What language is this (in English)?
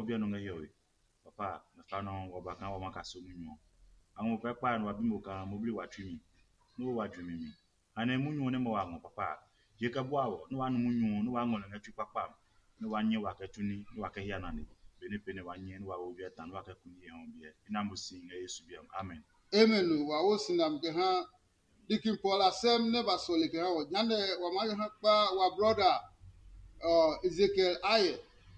Adangme